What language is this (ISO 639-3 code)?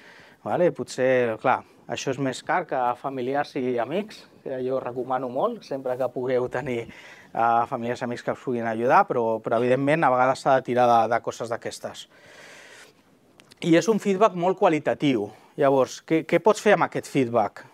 cat